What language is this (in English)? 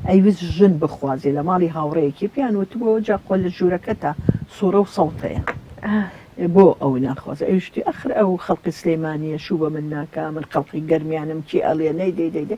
Central Kurdish